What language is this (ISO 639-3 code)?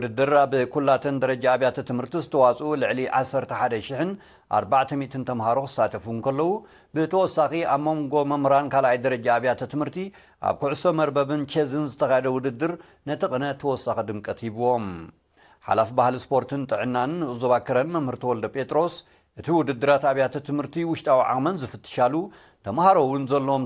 tir